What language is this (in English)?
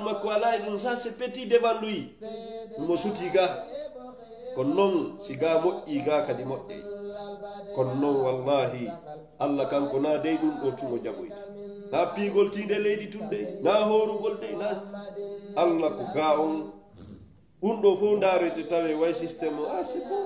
Fula